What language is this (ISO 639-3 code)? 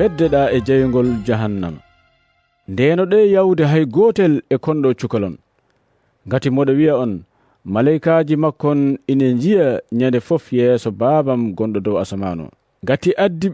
ful